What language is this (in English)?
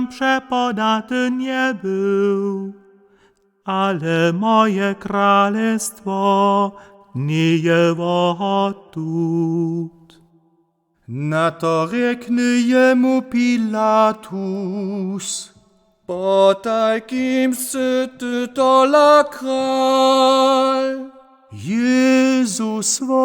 Upper Sorbian